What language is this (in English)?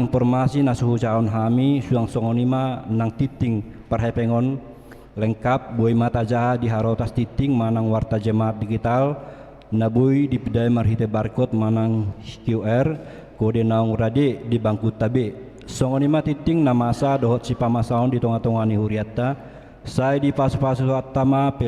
Batak Toba